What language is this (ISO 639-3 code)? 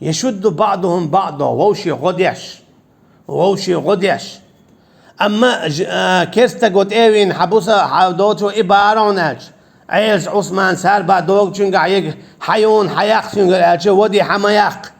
che